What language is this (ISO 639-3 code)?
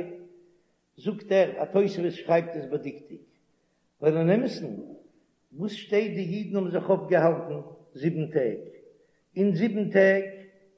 yid